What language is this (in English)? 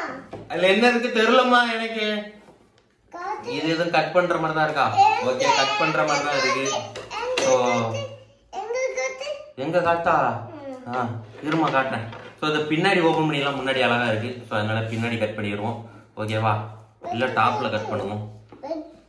Tamil